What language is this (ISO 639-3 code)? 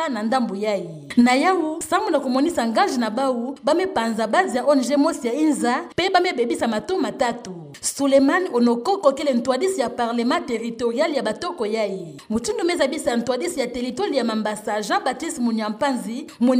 ktu